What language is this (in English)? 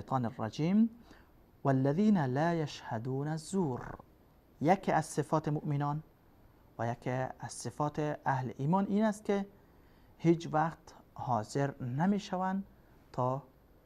Persian